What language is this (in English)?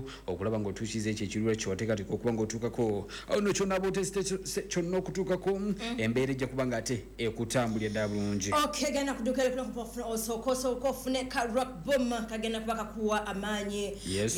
Ganda